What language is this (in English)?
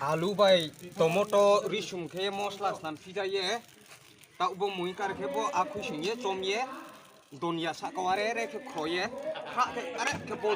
Riang (India)